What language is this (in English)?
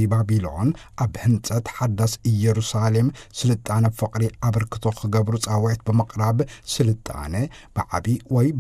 Tigrinya